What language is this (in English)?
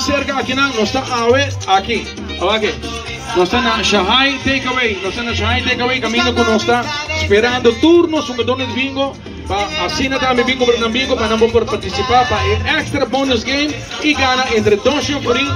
Papiamento